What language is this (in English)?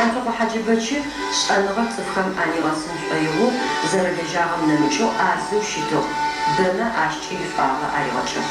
Adyghe